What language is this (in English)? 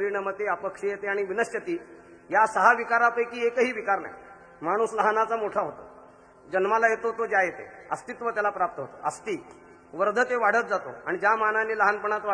Marathi